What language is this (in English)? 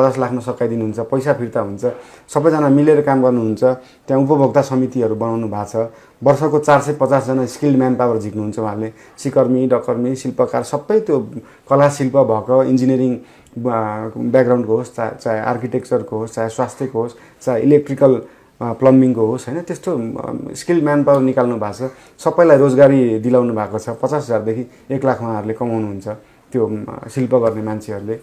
Nepali